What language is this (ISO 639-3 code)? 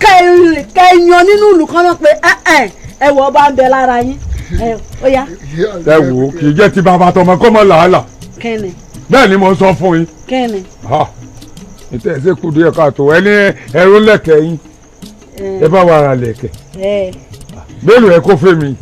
yor